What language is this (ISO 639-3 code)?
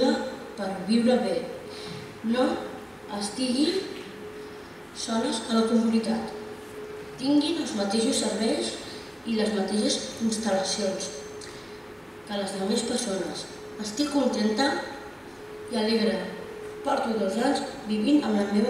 cat